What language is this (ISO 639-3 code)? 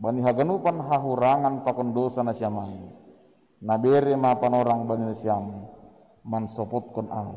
bts